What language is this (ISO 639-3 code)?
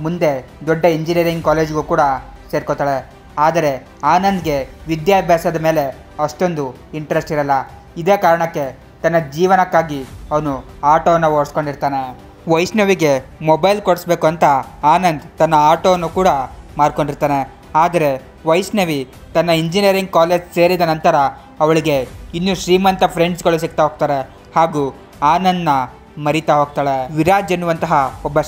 kan